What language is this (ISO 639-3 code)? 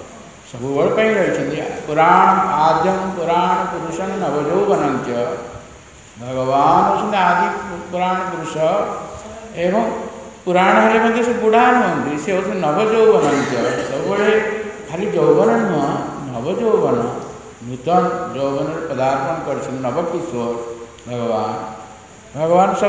ori